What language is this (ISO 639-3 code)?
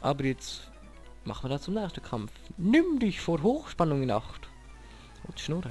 gsw